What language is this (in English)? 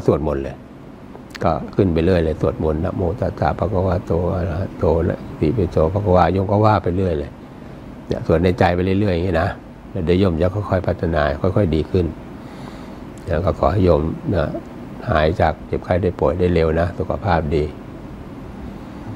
Thai